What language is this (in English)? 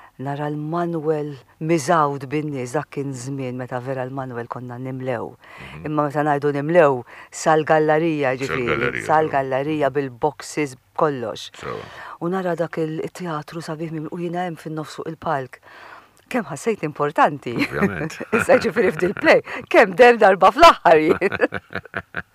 Maltese